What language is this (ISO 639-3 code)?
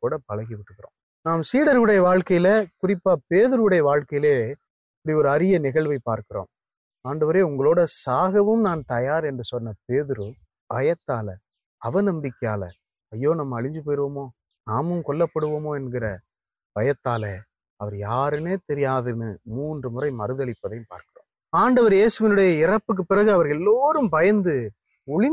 tam